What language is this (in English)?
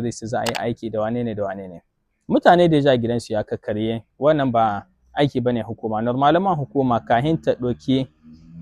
Hausa